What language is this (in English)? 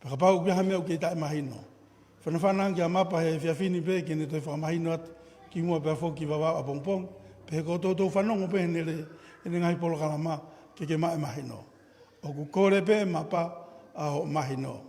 Tongan